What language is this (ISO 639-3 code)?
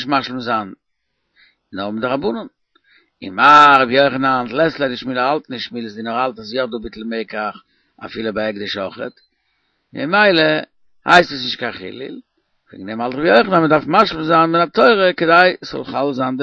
yid